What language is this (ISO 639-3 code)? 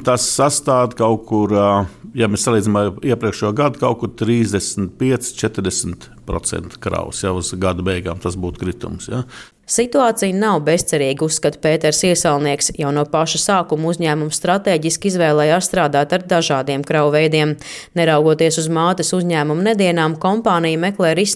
lav